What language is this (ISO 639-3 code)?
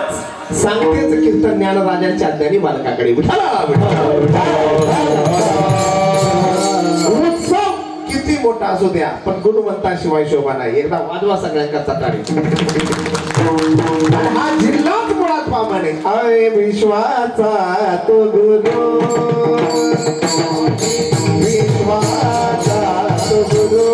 mar